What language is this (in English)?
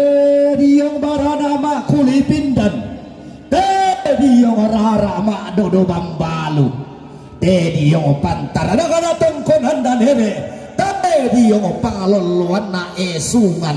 Toraja-Sa'dan